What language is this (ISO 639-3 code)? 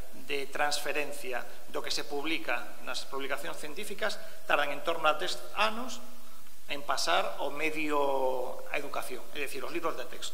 glg